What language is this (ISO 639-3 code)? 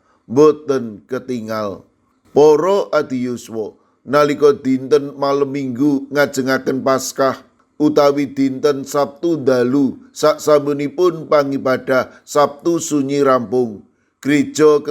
jav